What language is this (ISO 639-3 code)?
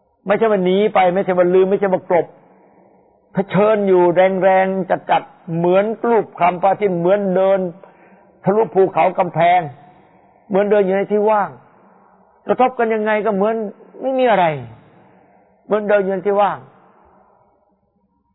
tha